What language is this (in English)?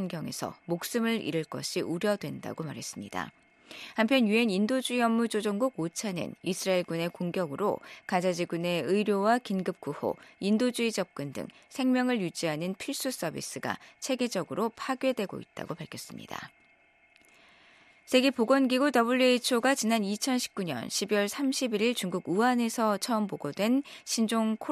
Korean